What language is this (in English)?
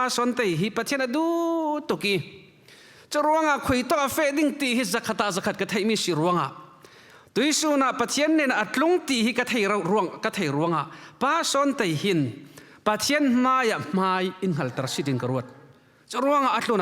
Falam Chin